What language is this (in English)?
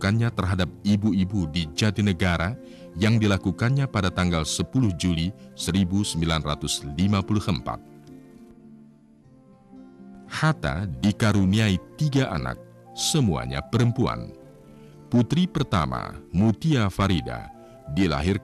Indonesian